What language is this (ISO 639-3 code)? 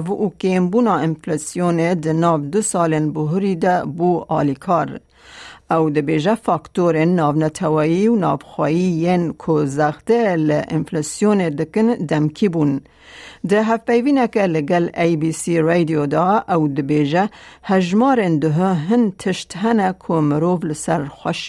kur